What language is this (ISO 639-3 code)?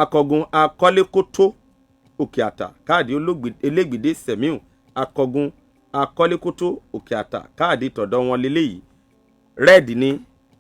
yor